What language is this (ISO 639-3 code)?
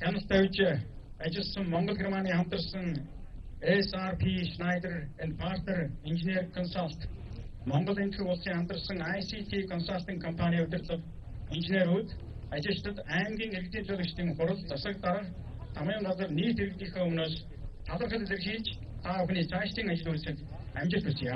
mon